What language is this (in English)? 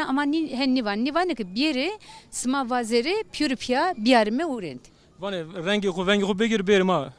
Zaza